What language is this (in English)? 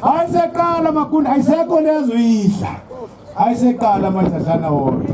Zulu